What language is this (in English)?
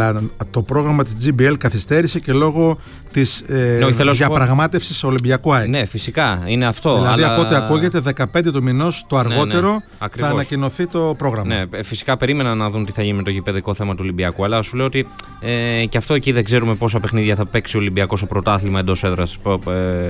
Greek